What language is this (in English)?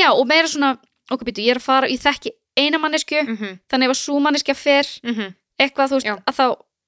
Icelandic